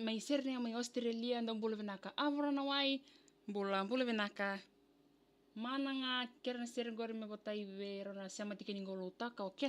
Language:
Fijian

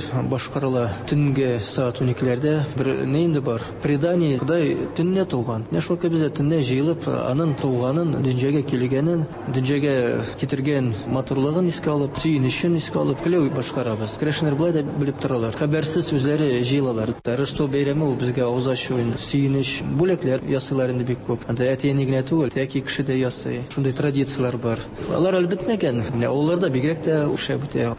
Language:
Tatar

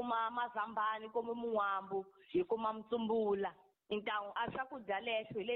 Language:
Tsonga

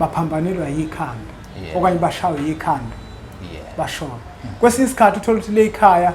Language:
Zulu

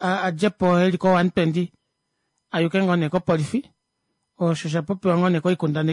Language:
Kuanyama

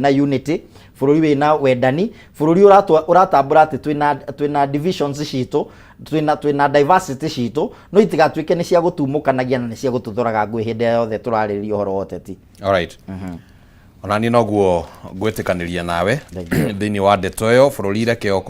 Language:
Kikuyu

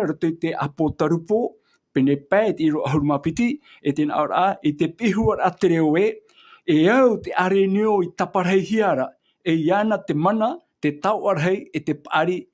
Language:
Tahitian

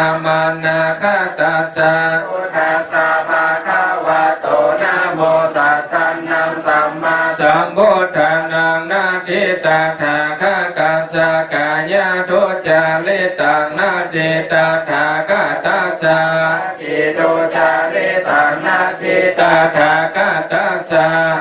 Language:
Pali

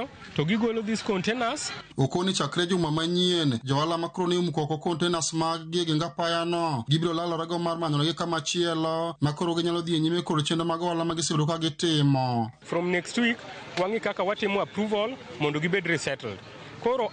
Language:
Luo (Kenya and Tanzania)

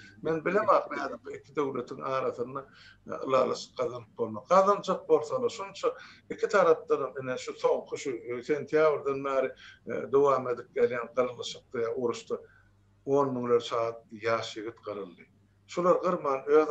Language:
Turkmen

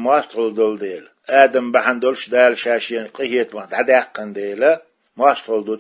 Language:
Chechen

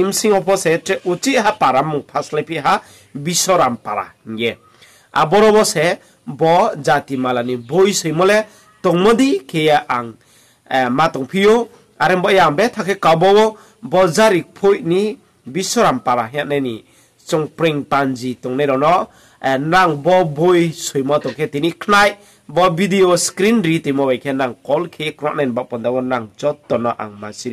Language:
Riang (India)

